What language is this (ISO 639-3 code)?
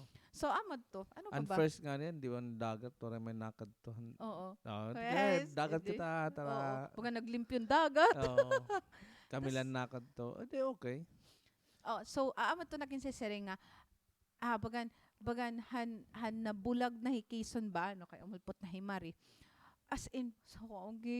war